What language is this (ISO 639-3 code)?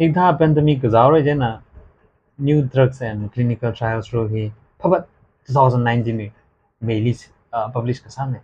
nmf